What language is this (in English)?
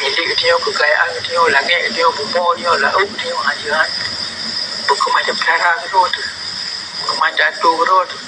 Achinese